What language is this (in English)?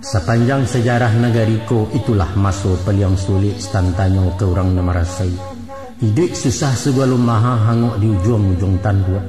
Minangkabau